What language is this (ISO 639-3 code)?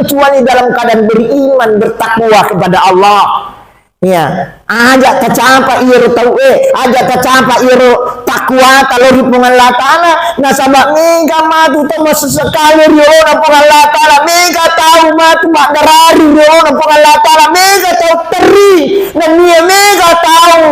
bug